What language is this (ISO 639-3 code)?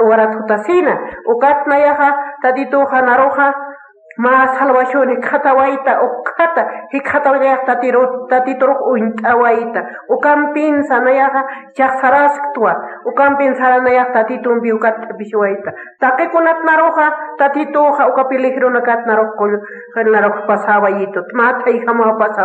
aym